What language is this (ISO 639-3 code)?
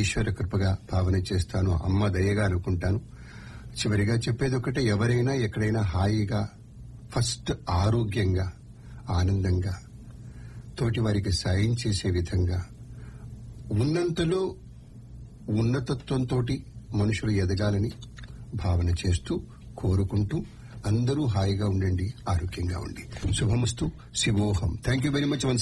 tel